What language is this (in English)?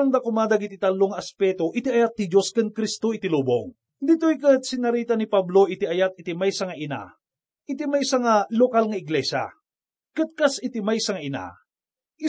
Iloko